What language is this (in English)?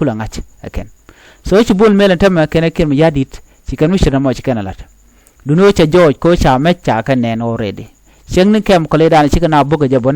Nuer